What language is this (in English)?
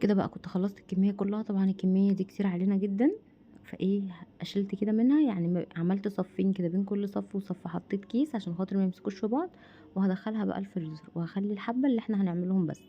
Egyptian Arabic